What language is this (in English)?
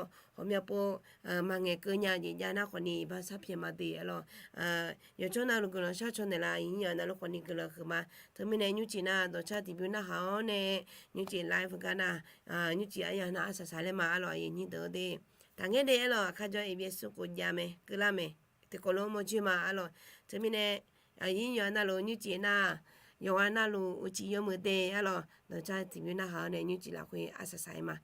Akha